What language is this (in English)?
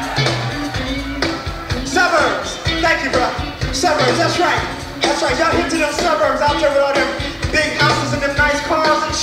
English